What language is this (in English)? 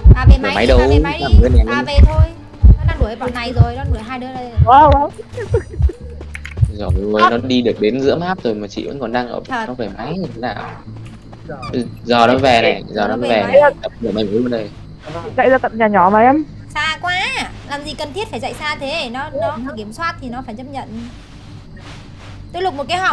Vietnamese